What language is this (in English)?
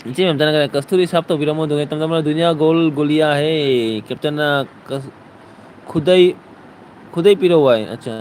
Manipuri